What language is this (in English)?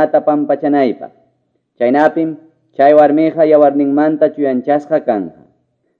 Quechua